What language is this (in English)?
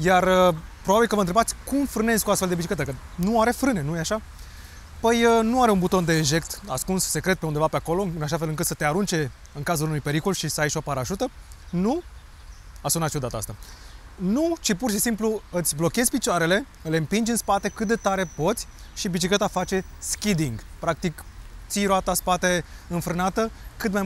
Romanian